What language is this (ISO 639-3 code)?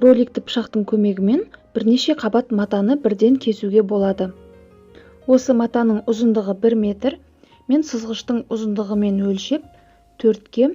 kaz